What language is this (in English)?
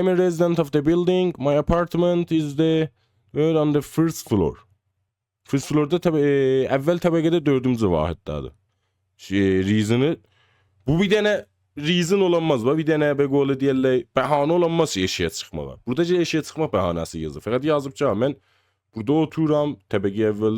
South Azerbaijani